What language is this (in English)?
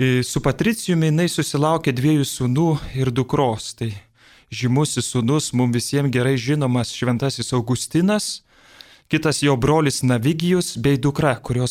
Lithuanian